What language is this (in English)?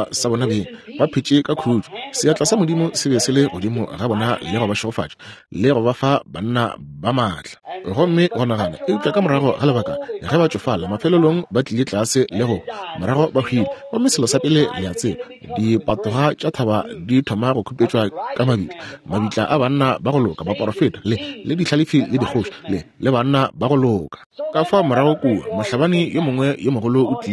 Northern Sotho